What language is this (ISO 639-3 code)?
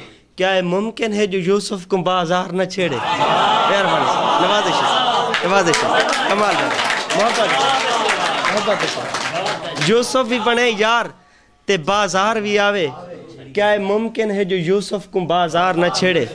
skr